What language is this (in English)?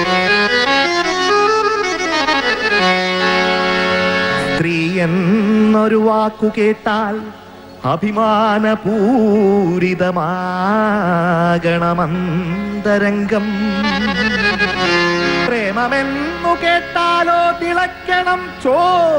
Malayalam